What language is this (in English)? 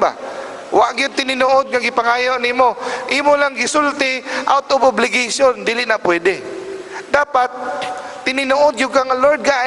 Cebuano